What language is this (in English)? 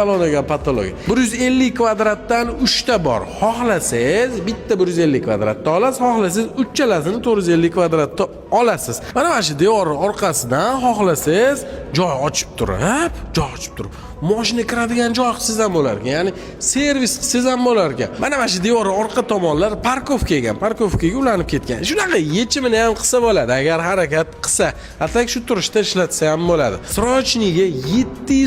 Uzbek